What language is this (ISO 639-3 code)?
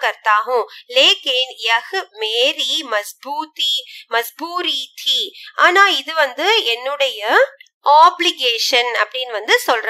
tam